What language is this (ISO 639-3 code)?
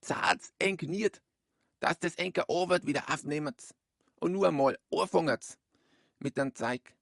bar